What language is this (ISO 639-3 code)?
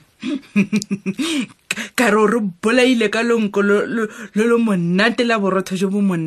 tsn